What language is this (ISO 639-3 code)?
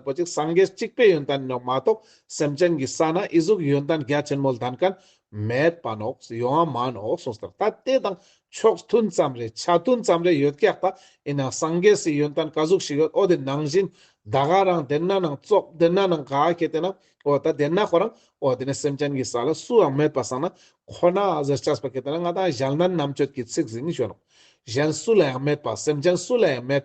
lbj